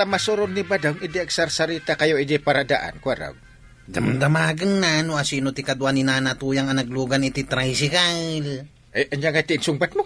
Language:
Iloko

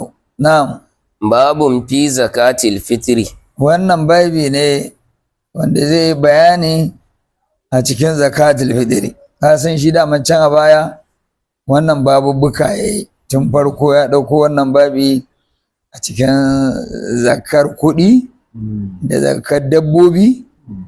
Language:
Hausa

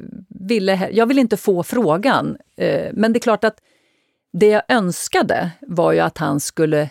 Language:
Swedish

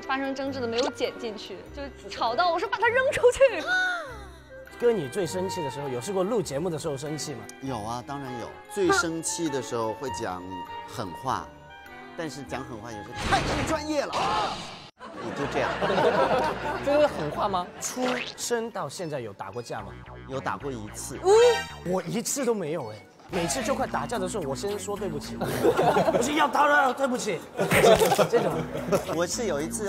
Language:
Chinese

